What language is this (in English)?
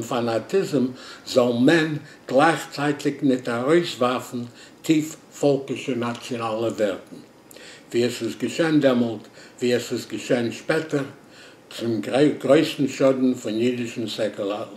Yiddish